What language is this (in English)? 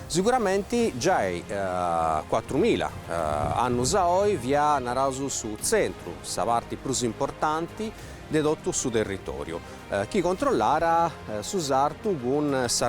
Sardinian